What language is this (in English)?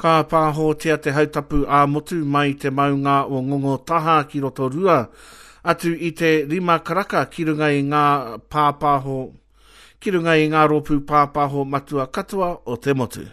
Māori